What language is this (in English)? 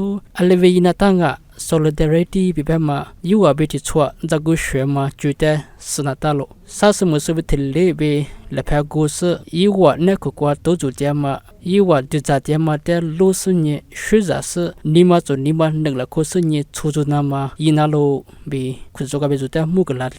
Lisu